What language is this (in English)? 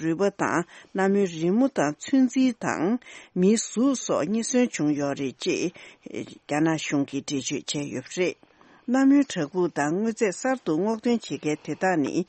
Tibetan